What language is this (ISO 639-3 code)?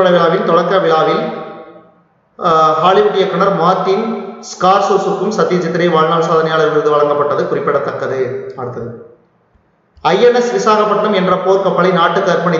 tam